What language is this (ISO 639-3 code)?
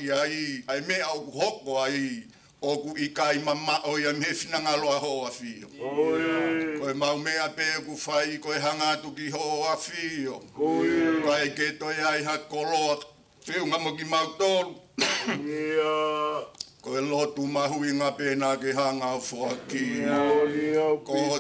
ton